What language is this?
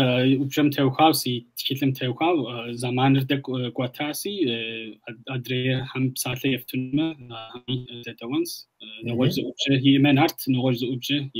Kabardian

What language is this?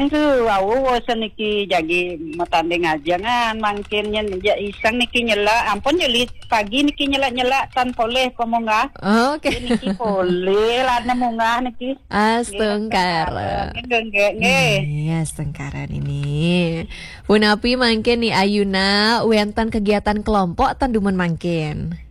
Balinese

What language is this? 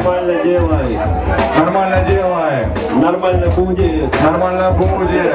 Russian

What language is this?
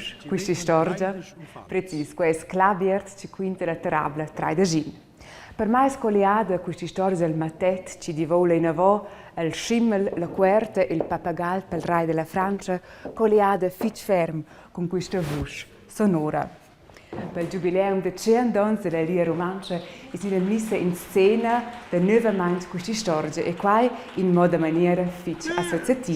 Romansh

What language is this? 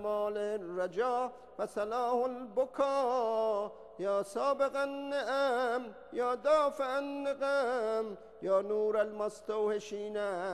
Urdu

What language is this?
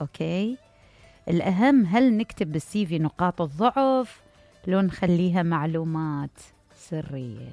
Mesopotamian Arabic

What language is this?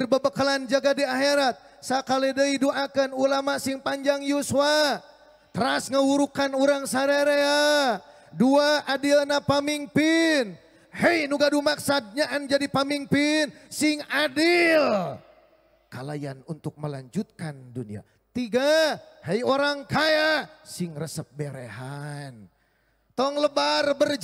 Sundanese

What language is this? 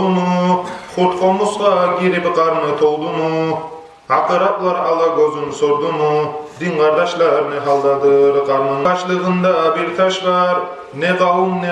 Kumyk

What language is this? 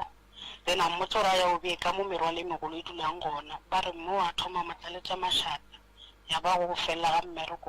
Northern Sotho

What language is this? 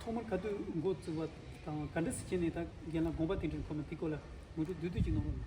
Tibetan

